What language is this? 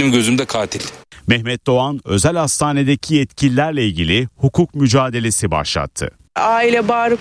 Turkish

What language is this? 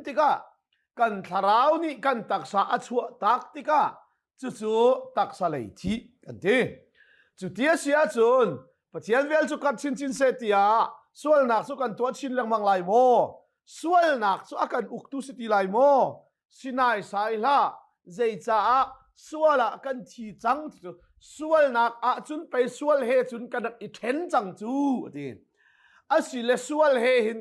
Hakha Chin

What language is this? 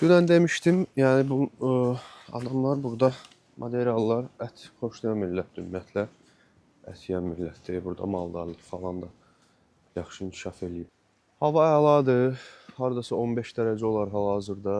Azerbaijani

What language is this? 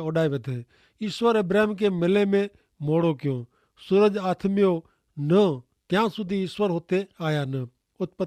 Kachhi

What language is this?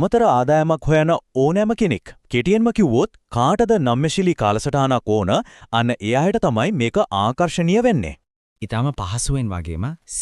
Sinhala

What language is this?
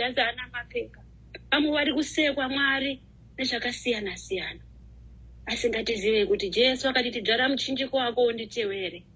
Shona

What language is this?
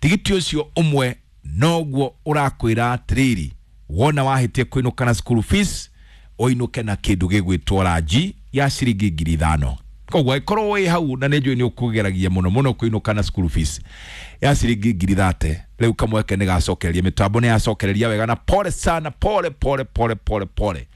Kikuyu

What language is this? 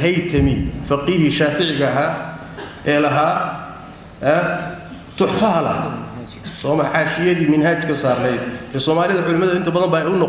Somali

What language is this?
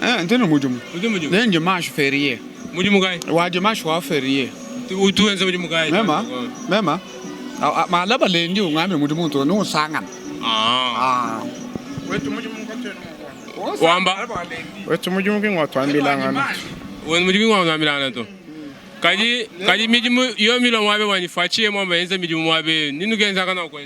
Luba-Lulua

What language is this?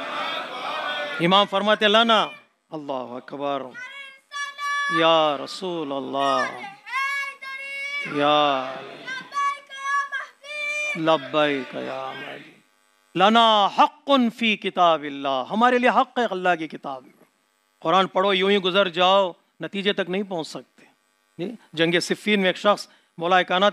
Urdu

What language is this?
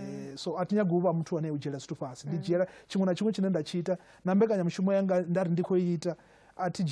Venda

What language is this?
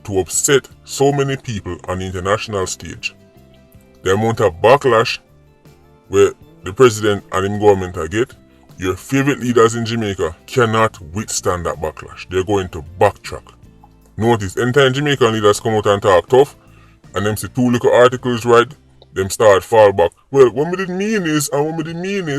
Jamaican Creole English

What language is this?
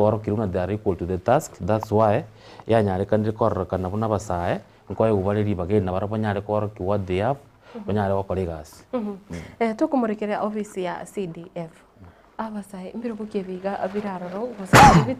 Gusii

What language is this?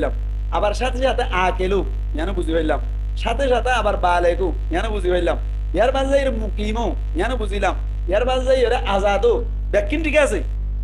Rohingya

